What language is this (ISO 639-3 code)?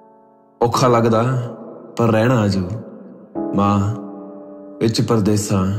pan